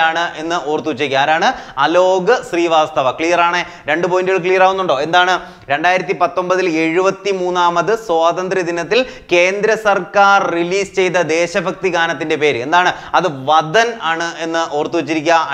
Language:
Malayalam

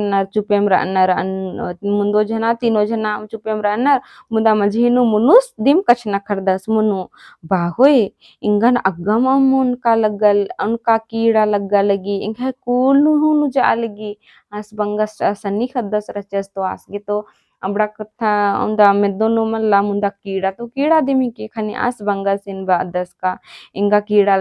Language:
Kurukh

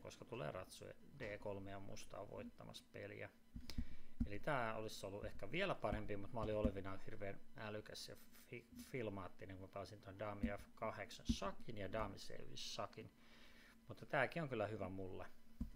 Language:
Finnish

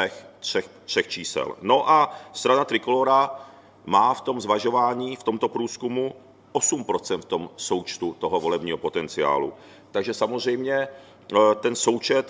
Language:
Czech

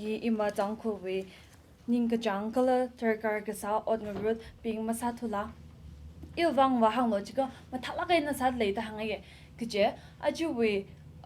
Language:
Tangkhul Naga (India)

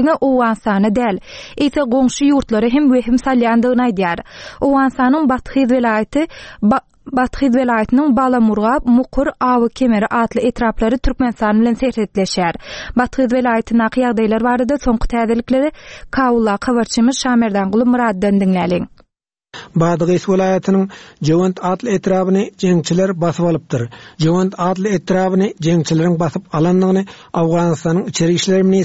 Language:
Turkmen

